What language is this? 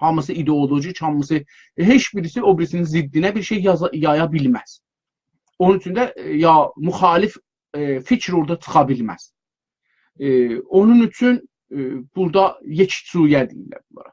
South Azerbaijani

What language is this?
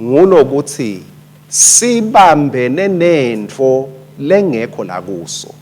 Swati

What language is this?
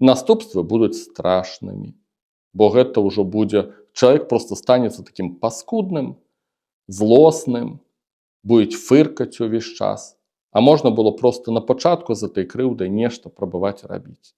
Belarusian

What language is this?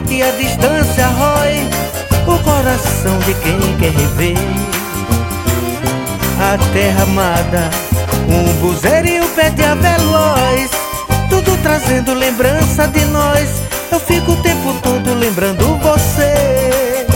Portuguese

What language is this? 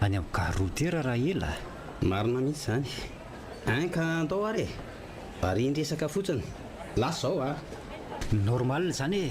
Malagasy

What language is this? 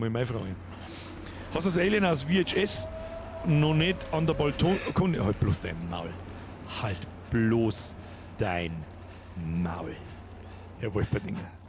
Bavarian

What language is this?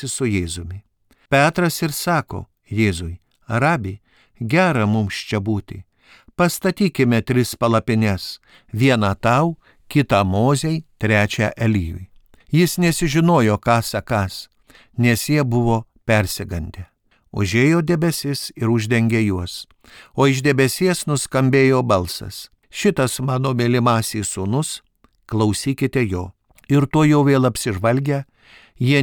Lithuanian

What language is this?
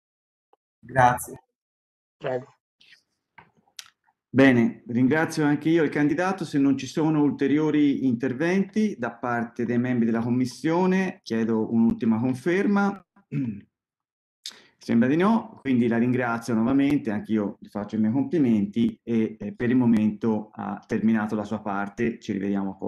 Italian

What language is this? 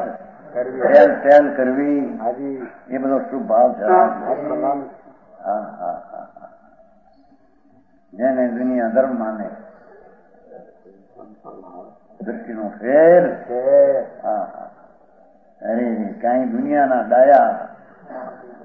Gujarati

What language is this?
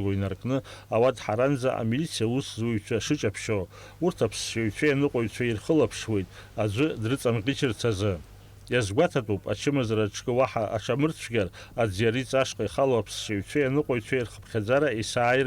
Abkhazian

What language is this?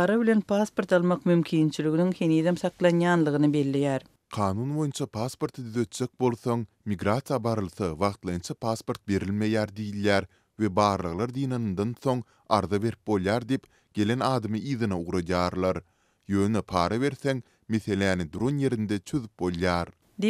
Turkmen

